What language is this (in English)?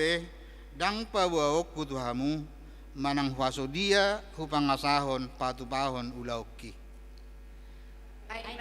Batak Toba